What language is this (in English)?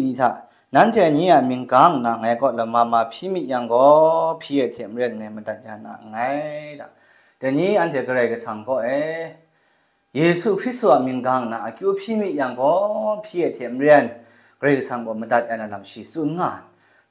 Kachin